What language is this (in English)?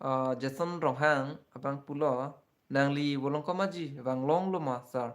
Karbi